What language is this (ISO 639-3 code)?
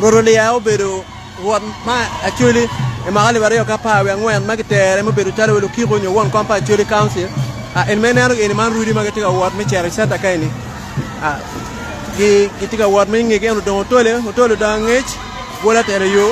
ach